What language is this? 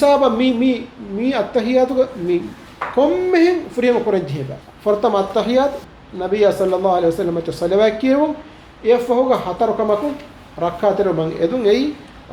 Divehi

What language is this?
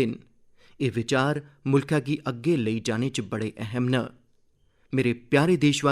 Dogri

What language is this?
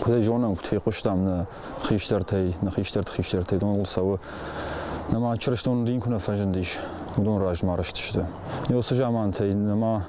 Ossetic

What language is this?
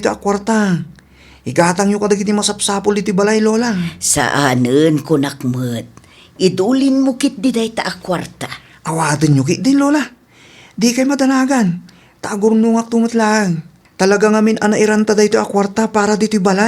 Iloko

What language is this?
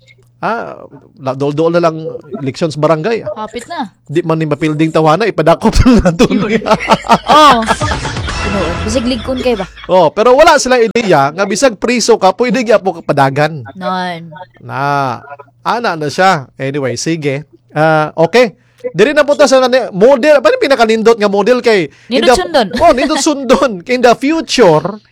Cebuano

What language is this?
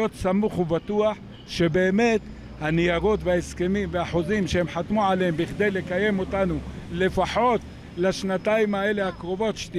Hebrew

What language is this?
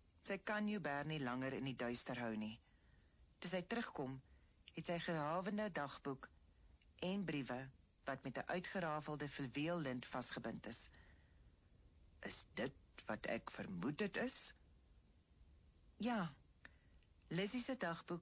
Afrikaans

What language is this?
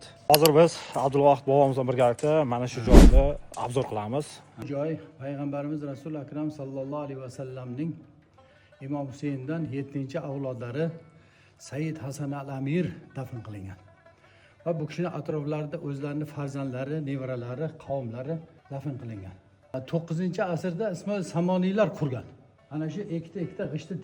Uzbek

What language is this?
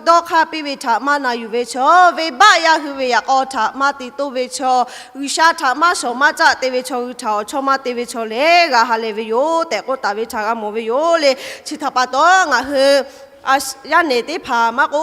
Lahu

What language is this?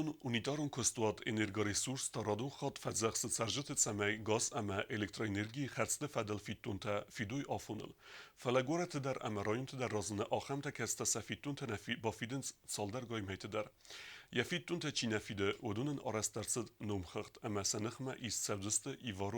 Ossetic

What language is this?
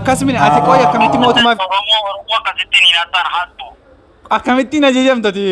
Oromo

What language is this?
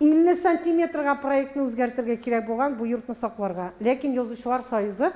Tatar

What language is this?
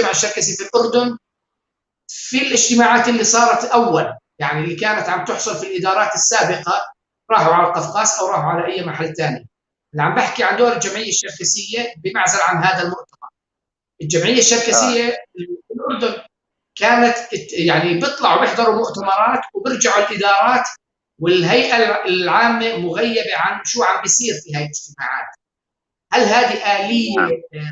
North Levantine Arabic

